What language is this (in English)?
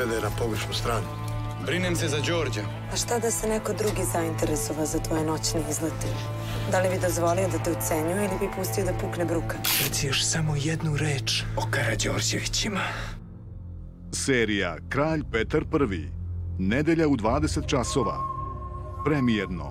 Serbian